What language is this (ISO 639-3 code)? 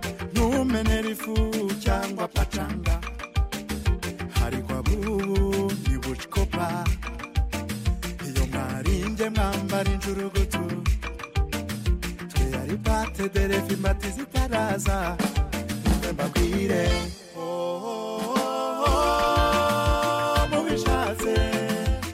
kin